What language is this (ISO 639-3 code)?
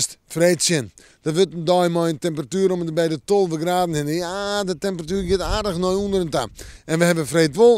fry